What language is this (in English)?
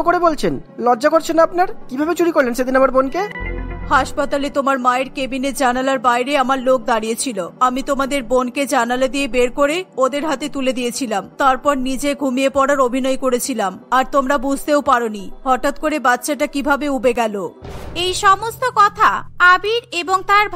Bangla